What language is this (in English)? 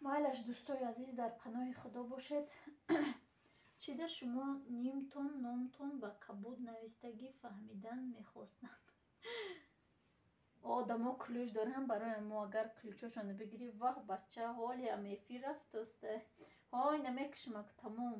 Tajik